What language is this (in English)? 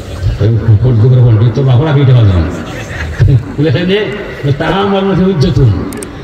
Sylheti